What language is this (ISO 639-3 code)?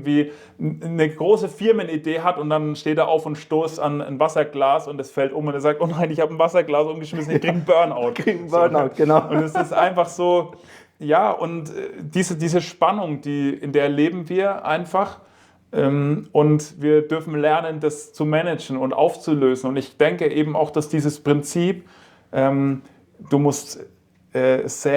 gsw